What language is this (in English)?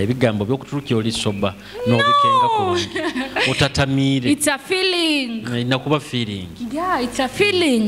Nyoro